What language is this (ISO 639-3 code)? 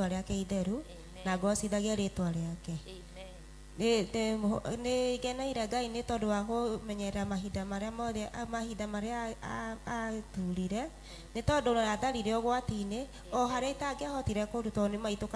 kik